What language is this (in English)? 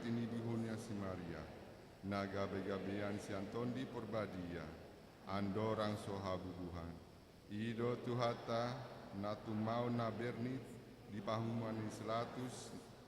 Batak Toba